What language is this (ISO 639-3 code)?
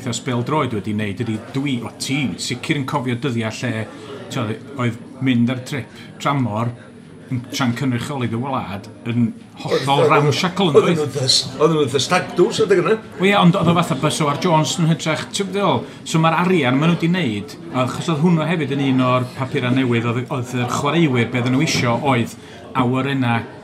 cym